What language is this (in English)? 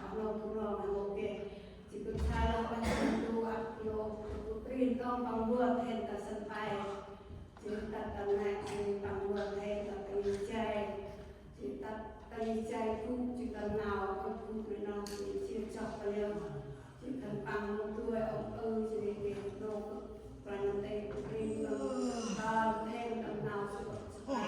Central Mnong